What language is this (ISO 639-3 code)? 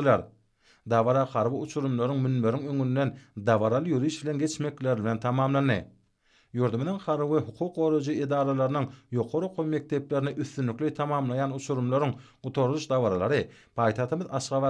tuk